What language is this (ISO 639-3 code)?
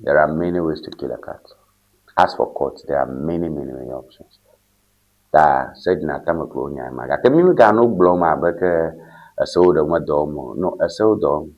ewe